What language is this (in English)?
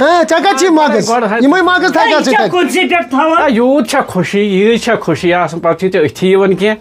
Kashmiri